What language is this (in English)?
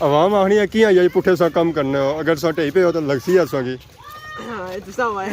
Pahari-Potwari